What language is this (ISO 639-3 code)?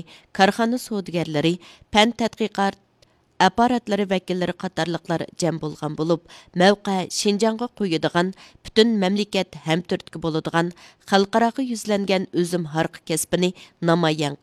uig